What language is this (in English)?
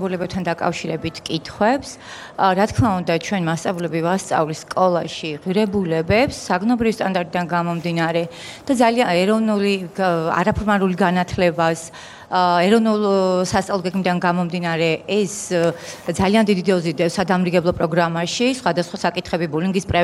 Georgian